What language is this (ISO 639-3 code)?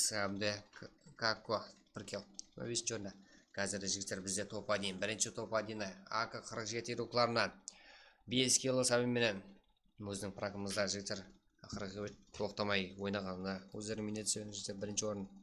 kaa